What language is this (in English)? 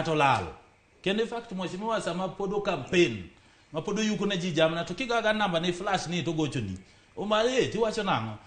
Luo (Kenya and Tanzania)